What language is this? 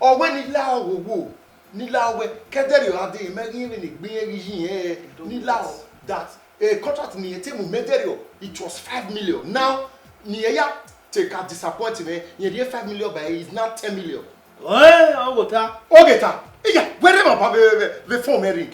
Bini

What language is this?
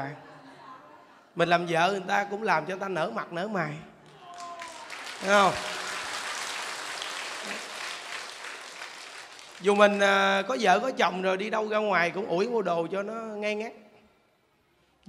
Vietnamese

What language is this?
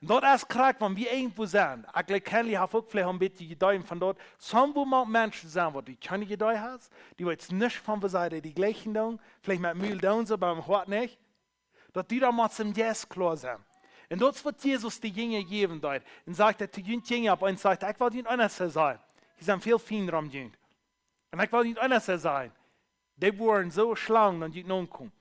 Plautdietsch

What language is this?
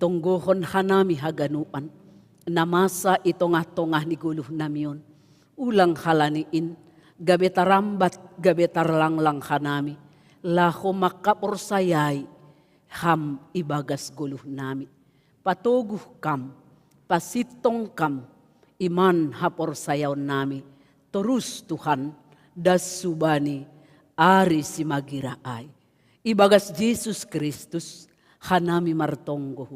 Batak Simalungun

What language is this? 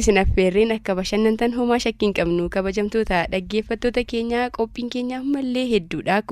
Oromo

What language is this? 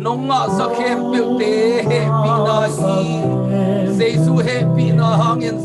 Tedim Chin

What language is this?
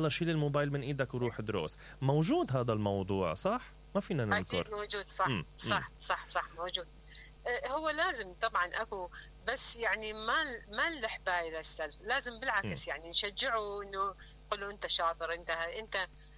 Mesopotamian Arabic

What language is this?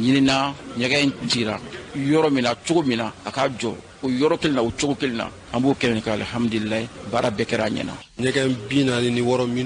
Bambara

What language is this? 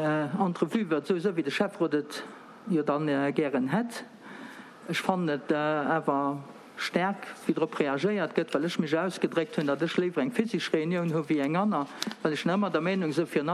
Luxembourgish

